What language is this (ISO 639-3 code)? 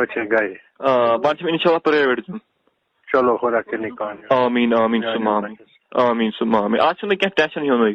kas